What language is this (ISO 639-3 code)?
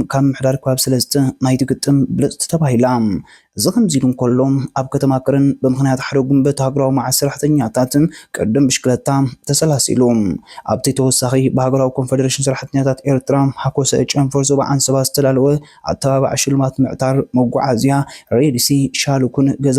tir